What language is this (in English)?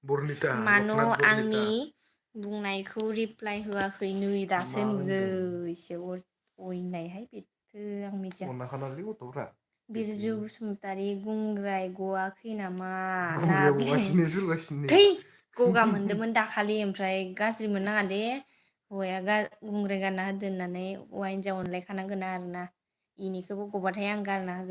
Bodo